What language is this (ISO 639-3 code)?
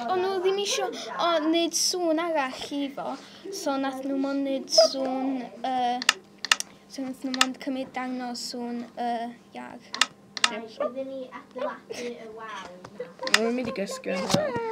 cym